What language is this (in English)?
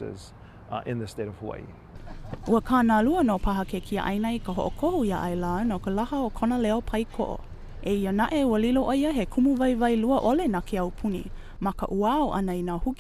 Hawaiian